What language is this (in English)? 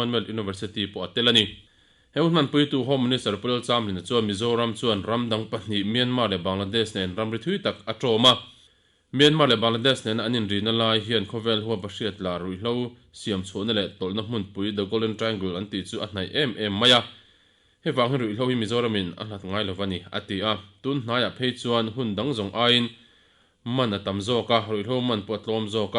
Mizo